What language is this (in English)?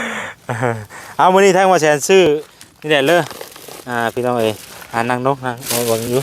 Lao